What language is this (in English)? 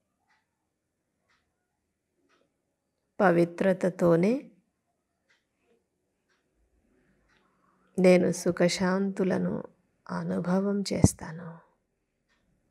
Telugu